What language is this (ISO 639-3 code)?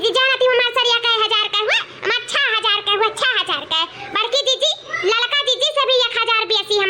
awa